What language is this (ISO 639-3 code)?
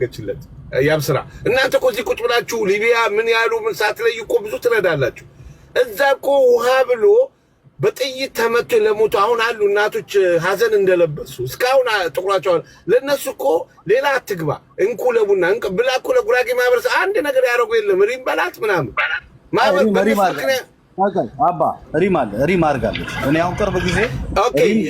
amh